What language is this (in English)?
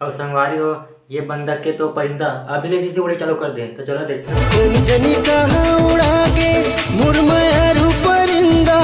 Chhattisgarhi